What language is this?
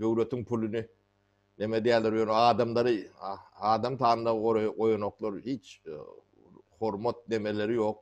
Turkmen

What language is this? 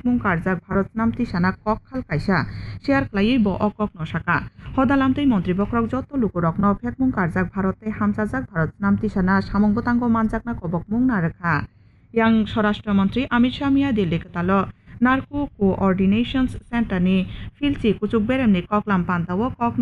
Kok Borok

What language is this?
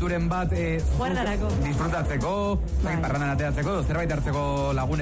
Basque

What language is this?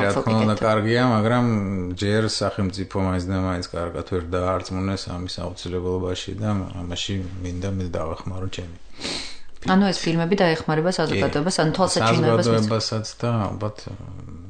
Georgian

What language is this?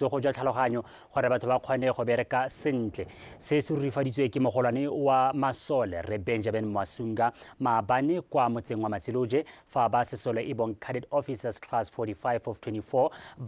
Tswana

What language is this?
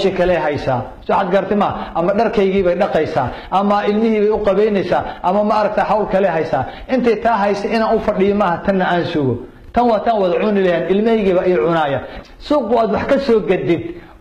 Somali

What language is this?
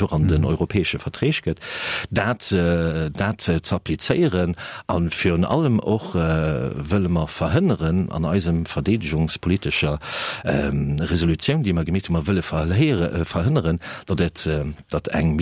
Luxembourgish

